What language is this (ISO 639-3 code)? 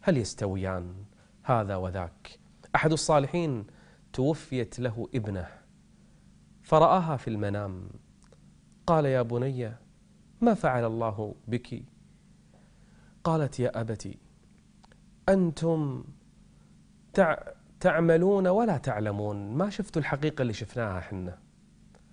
ara